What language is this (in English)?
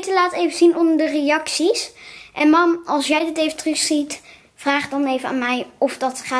Dutch